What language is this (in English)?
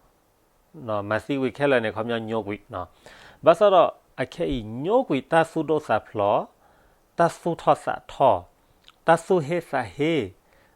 S'gaw Karen